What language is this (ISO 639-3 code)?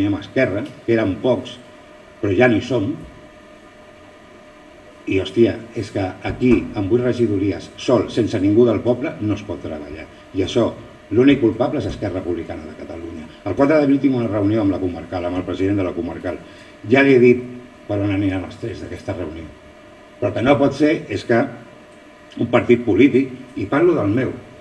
cat